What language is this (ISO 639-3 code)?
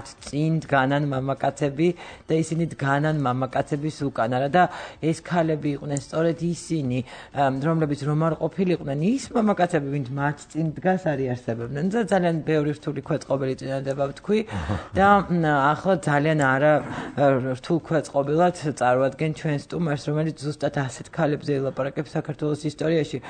kat